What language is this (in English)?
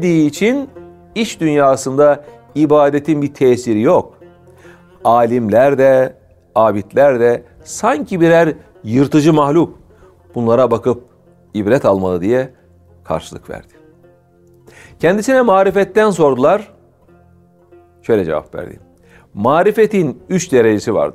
Turkish